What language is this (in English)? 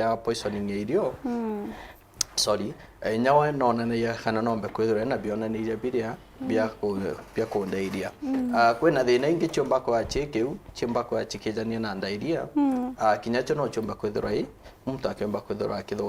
Meru